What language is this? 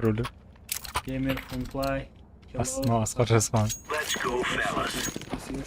Kara-Kalpak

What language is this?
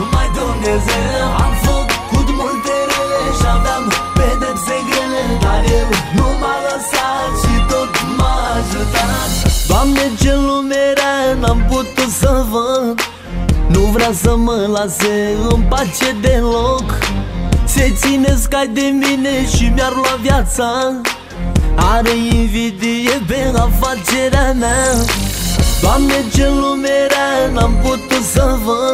Romanian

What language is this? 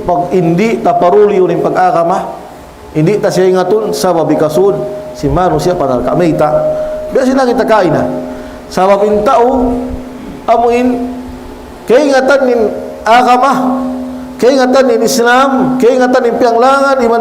Tausug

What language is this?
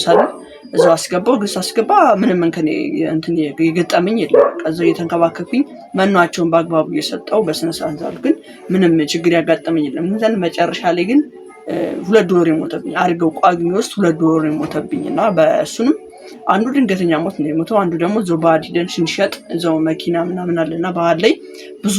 Amharic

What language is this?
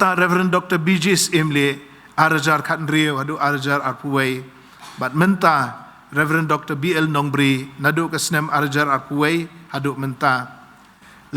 Khasi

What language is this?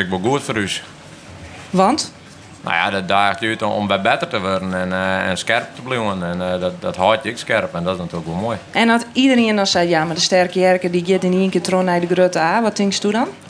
Western Frisian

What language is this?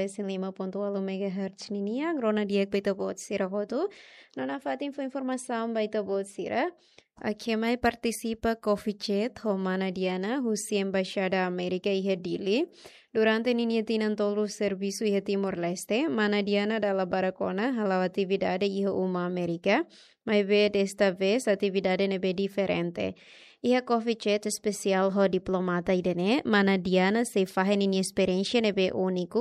Tetum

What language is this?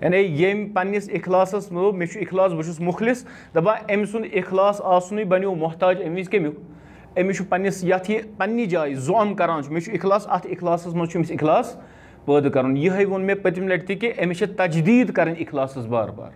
Kashmiri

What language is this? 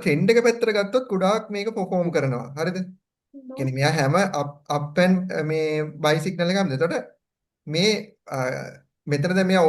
Sinhala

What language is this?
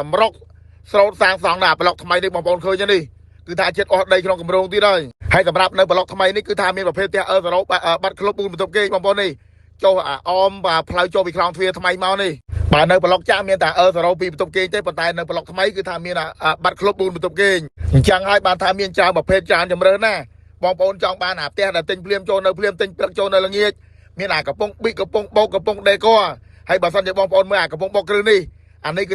Khmer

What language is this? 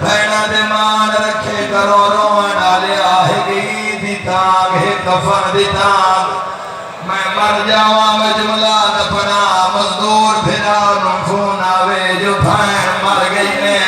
Saraiki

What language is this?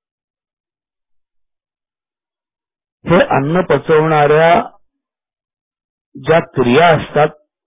Marathi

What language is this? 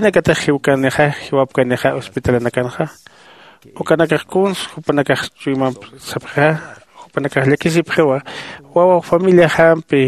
Aymara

